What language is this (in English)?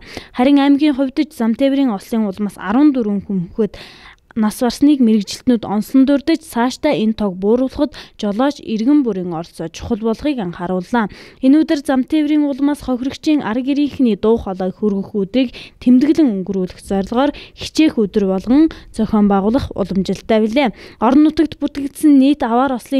Mongolian